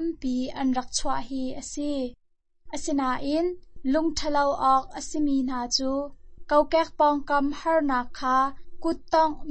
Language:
Hakha Chin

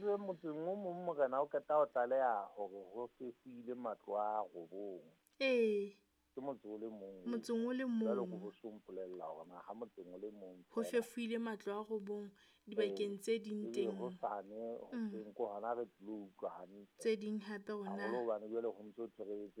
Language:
Southern Sotho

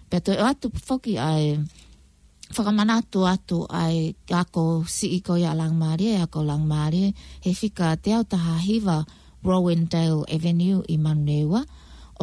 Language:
Tongan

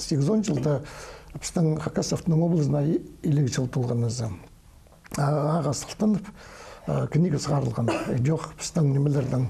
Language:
Khakas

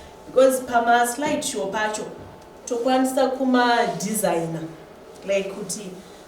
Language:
Shona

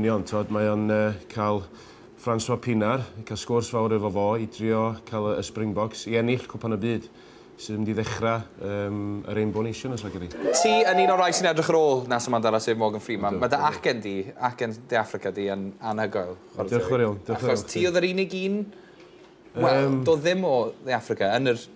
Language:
Welsh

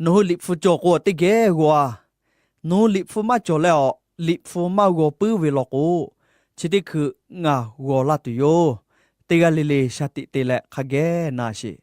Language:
Lahu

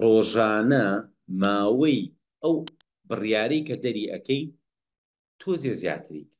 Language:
Central Kurdish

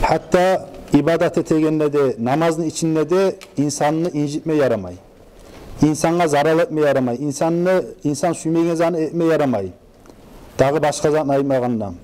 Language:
Kumyk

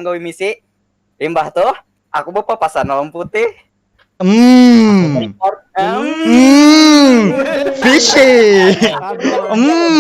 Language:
Banjar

